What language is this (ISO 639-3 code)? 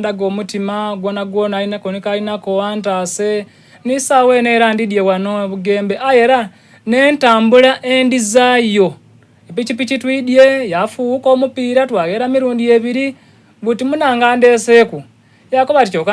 xog